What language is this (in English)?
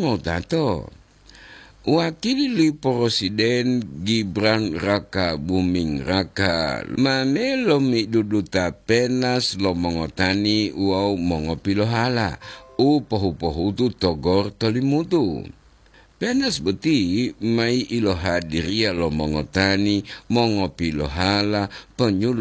Gorontalo